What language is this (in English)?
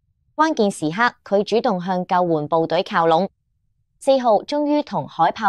Cantonese